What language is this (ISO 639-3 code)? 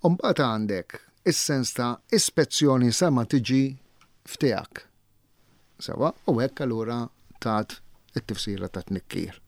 mlt